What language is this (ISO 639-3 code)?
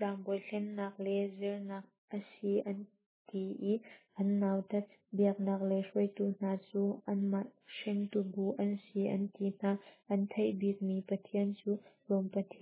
cnh